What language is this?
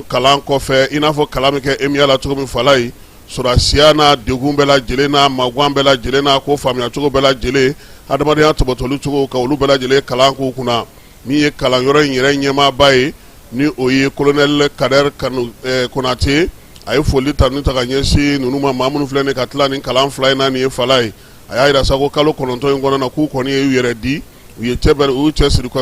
Bambara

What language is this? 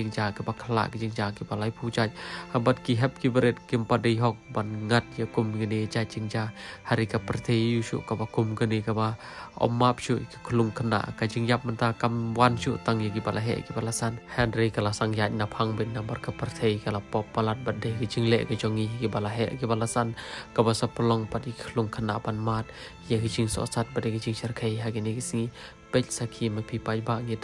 Khasi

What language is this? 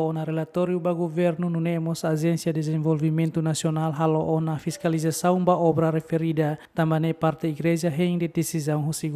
Tetum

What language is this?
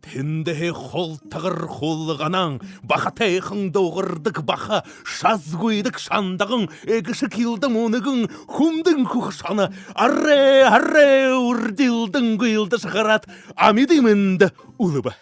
Buriat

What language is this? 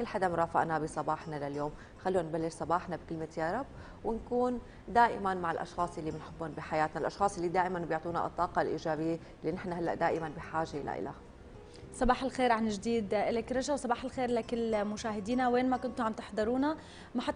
North Levantine Arabic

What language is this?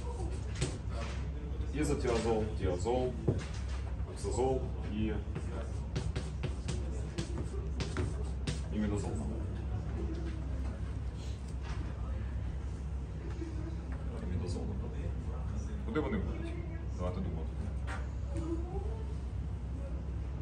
Ukrainian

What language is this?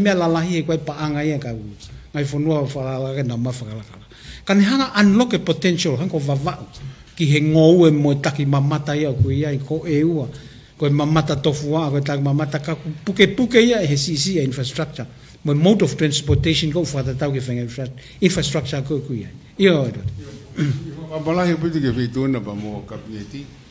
Tongan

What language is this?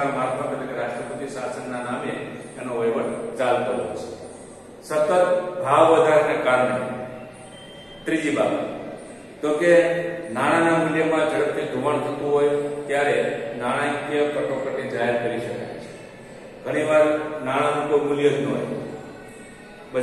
Gujarati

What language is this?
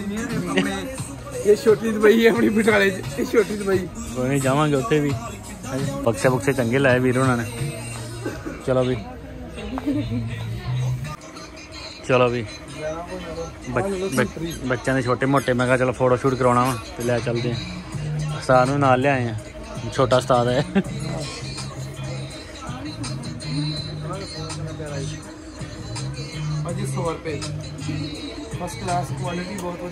Punjabi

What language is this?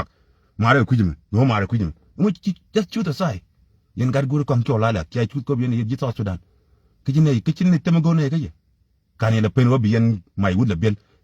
Nuer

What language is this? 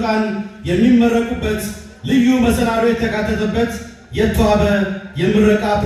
Amharic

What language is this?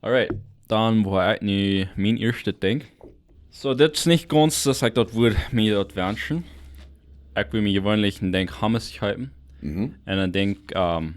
Plautdietsch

